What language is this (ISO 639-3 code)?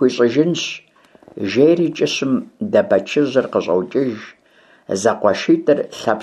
kbd